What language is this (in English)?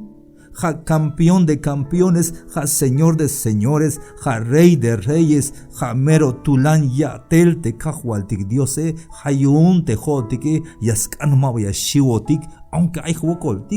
Tzeltal